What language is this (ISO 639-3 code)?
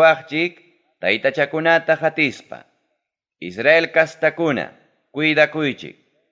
quy